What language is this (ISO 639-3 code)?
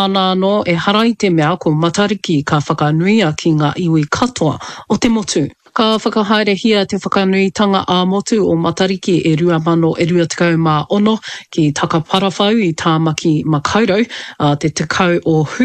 mri